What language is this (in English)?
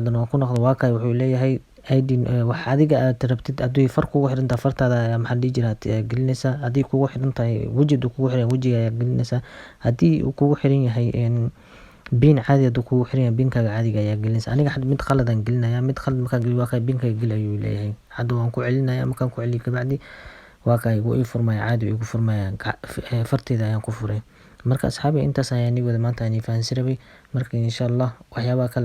Somali